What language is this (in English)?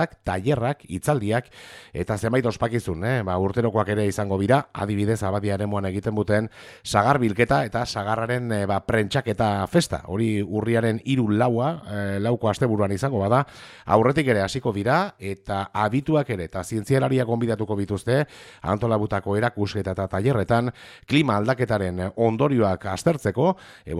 Basque